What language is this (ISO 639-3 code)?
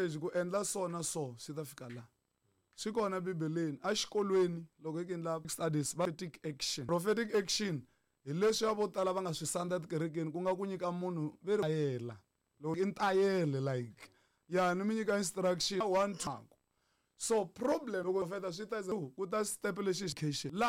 tso